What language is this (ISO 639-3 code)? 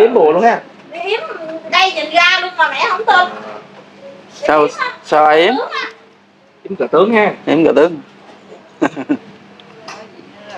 vie